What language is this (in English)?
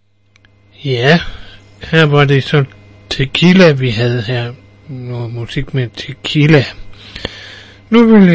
Danish